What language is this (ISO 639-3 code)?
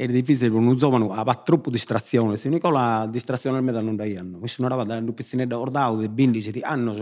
srd